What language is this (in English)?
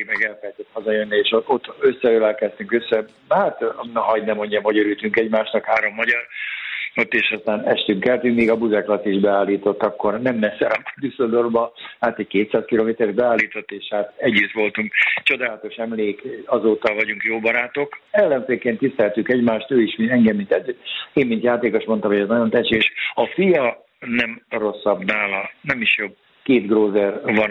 Hungarian